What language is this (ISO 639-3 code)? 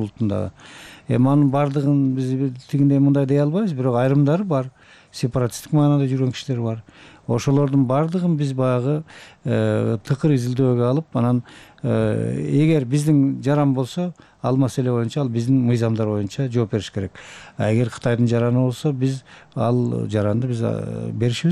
kir